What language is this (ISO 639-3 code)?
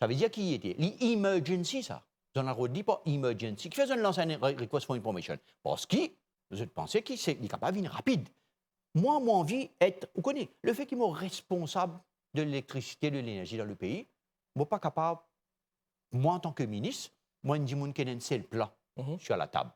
mfe